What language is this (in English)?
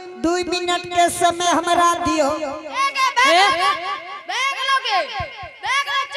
Angika